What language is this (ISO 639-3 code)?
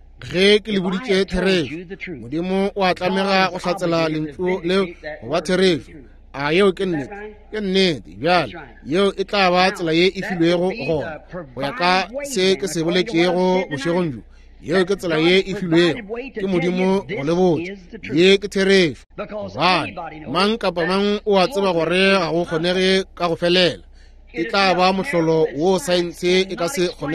nso